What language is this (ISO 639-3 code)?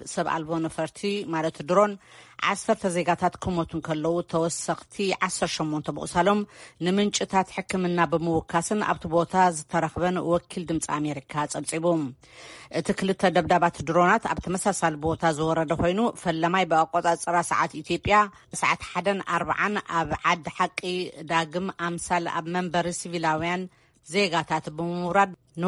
tir